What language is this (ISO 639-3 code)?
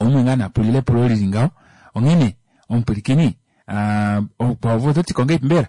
kua